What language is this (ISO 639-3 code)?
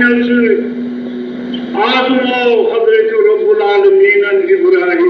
kas